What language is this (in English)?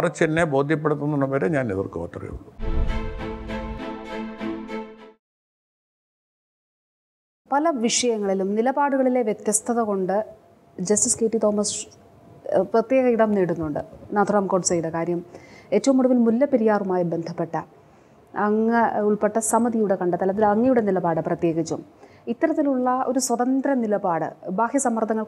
Malayalam